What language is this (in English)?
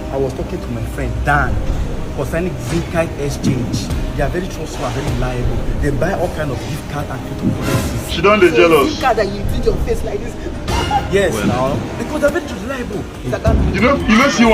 Nigerian Pidgin